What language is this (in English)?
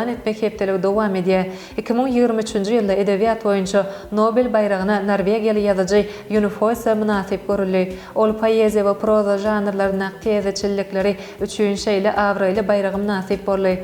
Turkmen